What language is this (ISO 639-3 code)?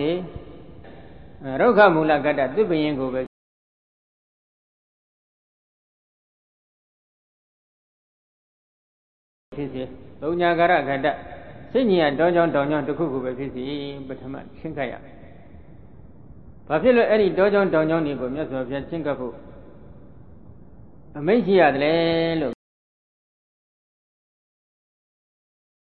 mya